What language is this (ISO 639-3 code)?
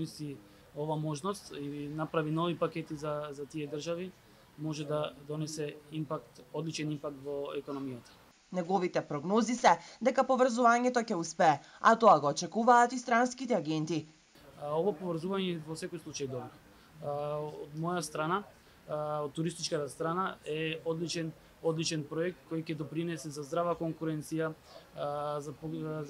mkd